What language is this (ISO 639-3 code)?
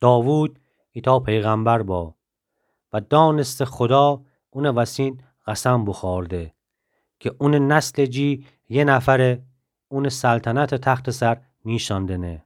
glk